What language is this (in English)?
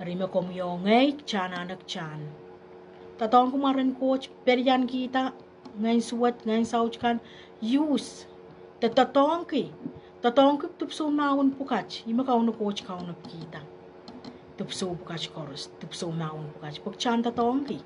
Pohnpeian